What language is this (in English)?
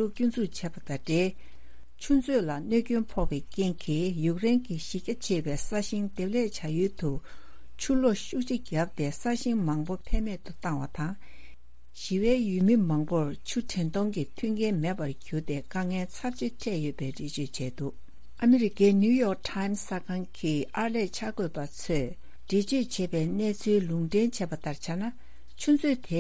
Tibetan